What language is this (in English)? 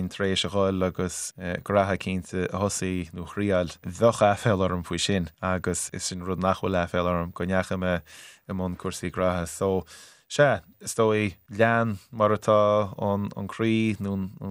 Irish